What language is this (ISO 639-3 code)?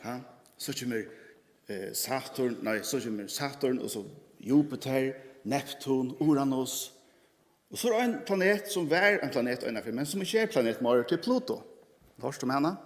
fao